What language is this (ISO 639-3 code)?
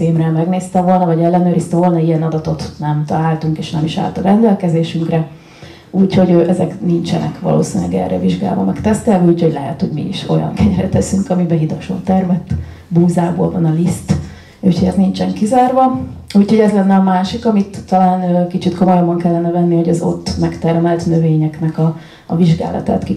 hun